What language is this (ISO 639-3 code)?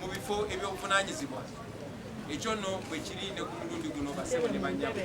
lug